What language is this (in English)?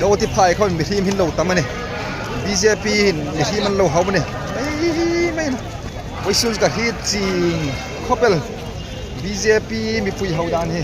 Hmar